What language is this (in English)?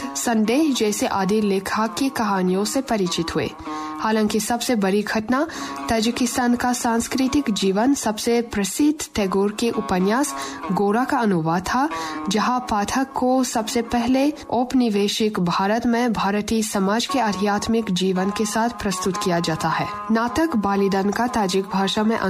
Hindi